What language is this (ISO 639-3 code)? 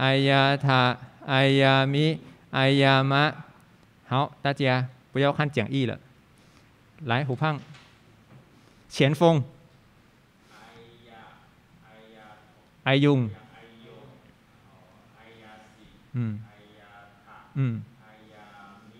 zho